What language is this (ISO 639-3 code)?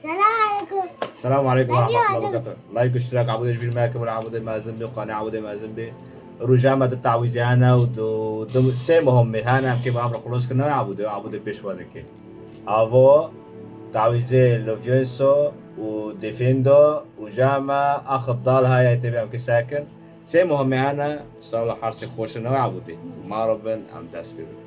kur